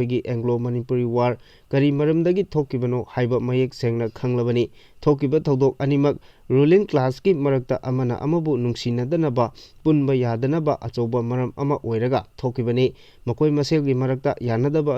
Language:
Manipuri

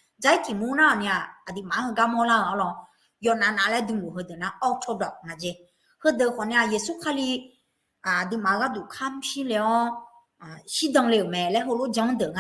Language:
Akha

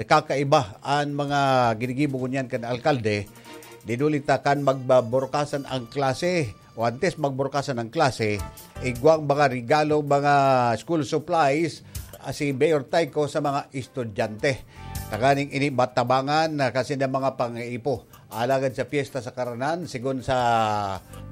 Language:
Bikol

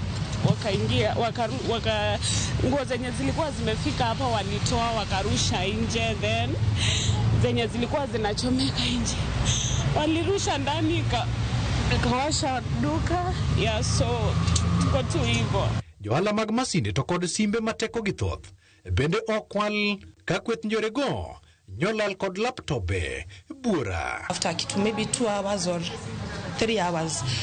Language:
Luo (Kenya and Tanzania)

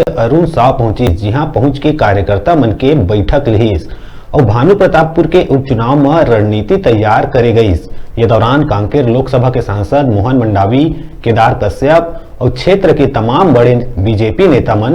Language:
Chhattisgarhi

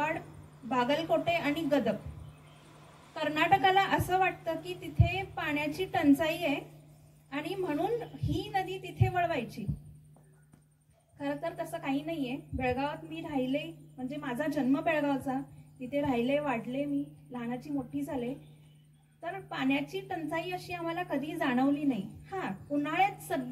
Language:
Marathi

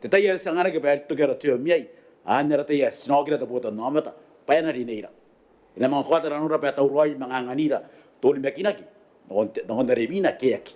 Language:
Gilbertese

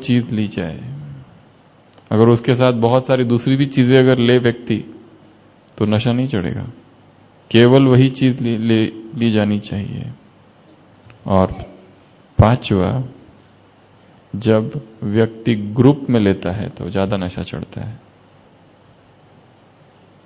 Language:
Hindi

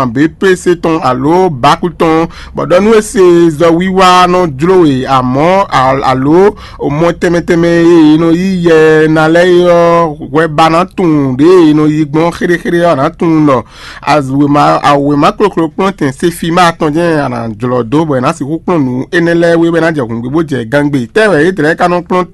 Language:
Fon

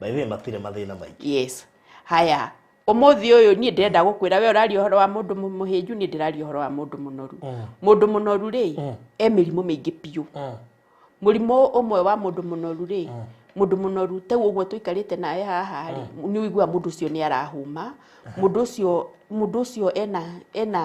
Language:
Kikuyu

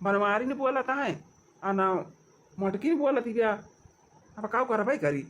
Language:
Awadhi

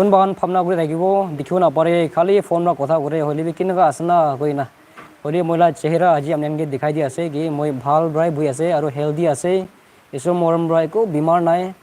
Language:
Naga Pidgin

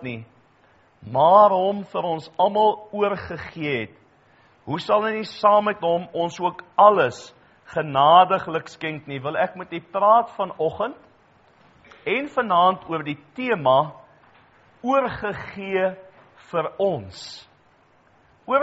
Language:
Afrikaans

